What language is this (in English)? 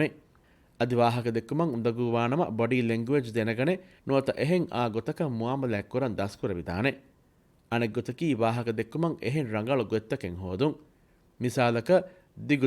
Divehi